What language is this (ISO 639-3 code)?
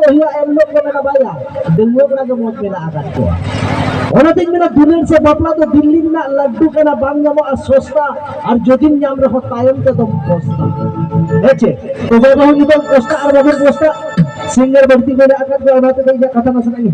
sat